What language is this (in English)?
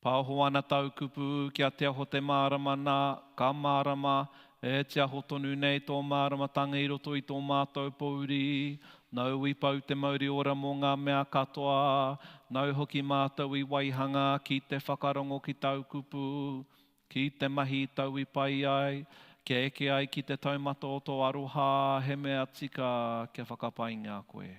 Māori